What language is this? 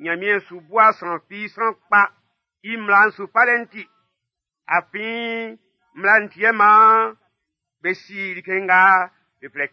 Baoulé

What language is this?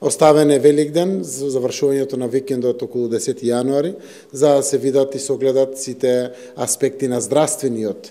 Macedonian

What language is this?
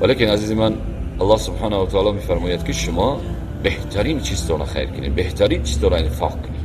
Tajik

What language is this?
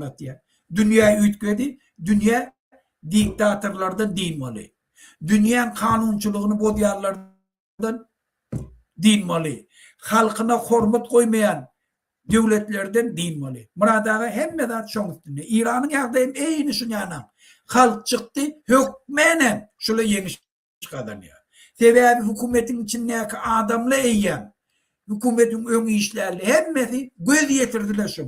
Turkmen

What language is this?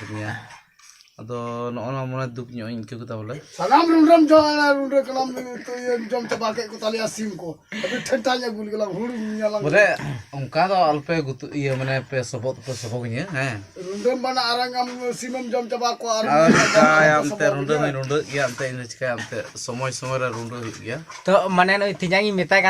Santali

